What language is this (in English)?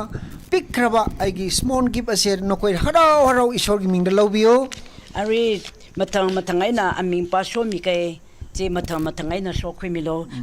Tangkhul Naga (India)